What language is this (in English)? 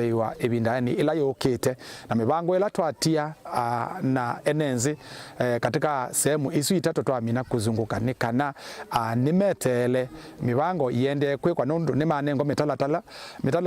Kamba